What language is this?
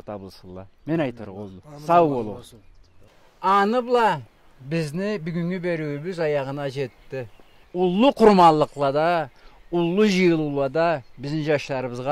Karachay-Balkar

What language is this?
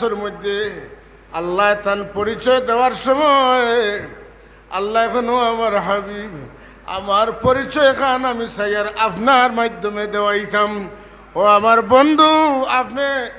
Sylheti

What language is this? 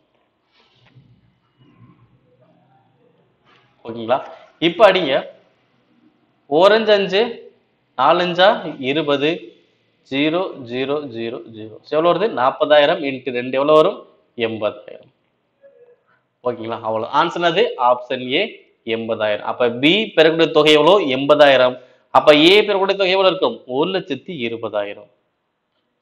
Tamil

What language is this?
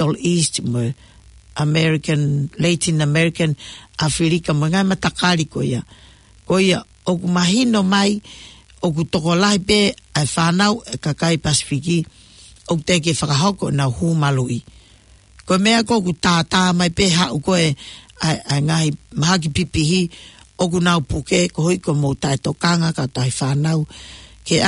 Tongan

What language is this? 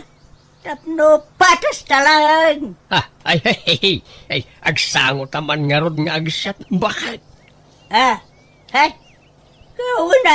Iloko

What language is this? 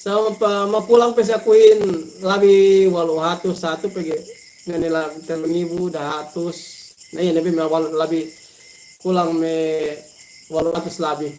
Yakan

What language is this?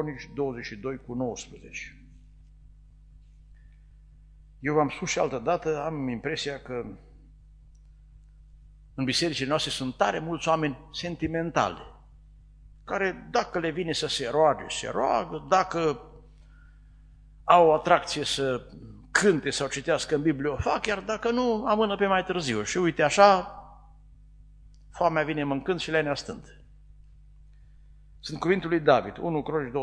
Romanian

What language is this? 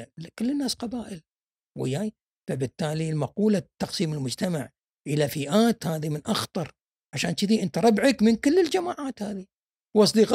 Gulf Arabic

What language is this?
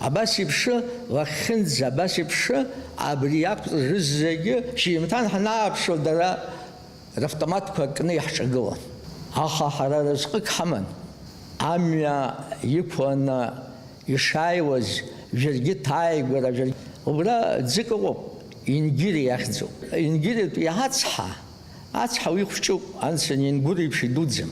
Abkhazian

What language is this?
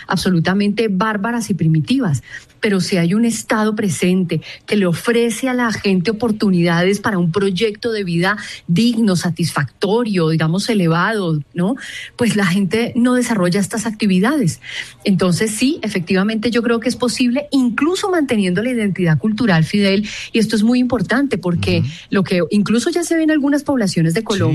Spanish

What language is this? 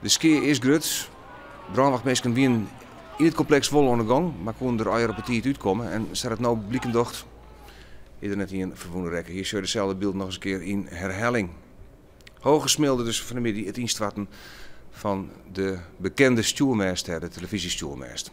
Western Frisian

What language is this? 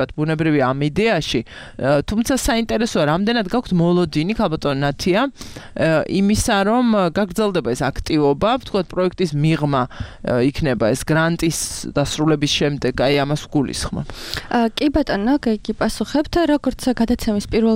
Georgian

